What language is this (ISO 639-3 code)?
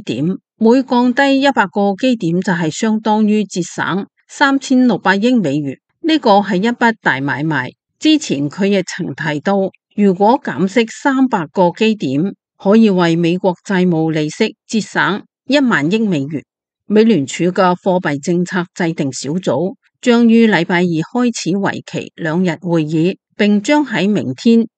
yue